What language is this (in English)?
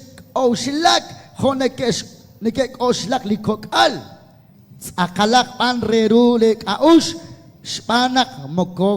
Kekchí